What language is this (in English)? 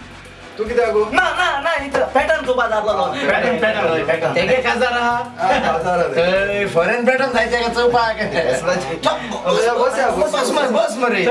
Konkani